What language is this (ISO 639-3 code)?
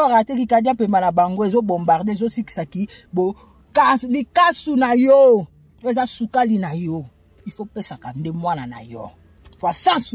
lin